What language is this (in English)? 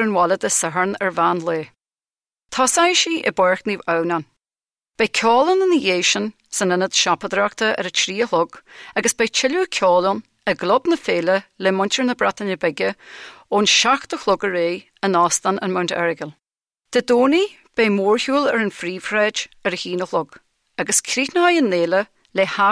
Irish